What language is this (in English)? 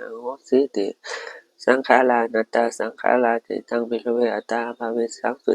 Pali